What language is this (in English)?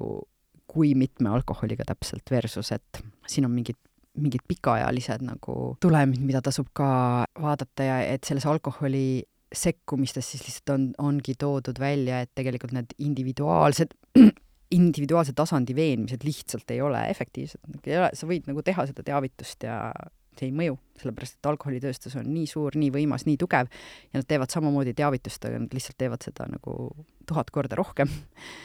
Estonian